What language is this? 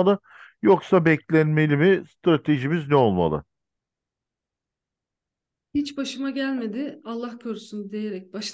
Turkish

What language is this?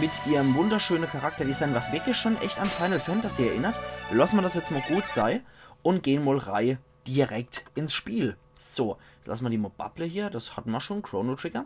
Palatine German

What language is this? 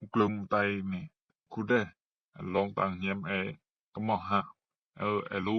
Rumai Palaung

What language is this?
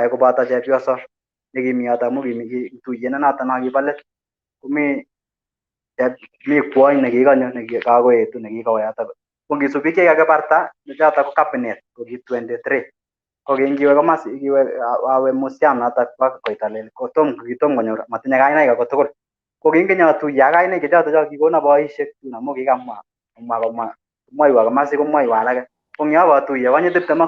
Kalenjin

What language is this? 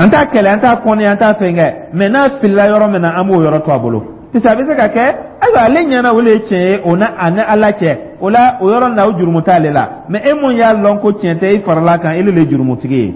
Dyula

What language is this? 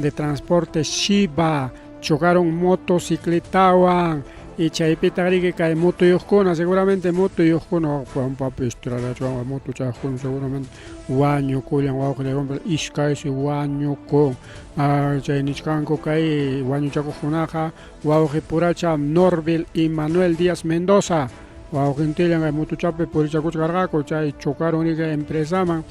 Ayacucho Quechua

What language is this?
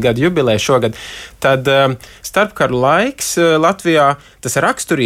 Latvian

